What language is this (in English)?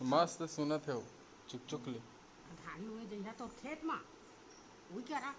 Chhattisgarhi